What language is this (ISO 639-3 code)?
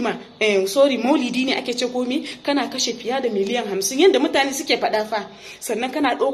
hau